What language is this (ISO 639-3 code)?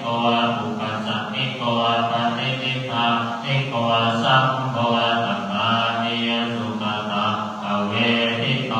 pli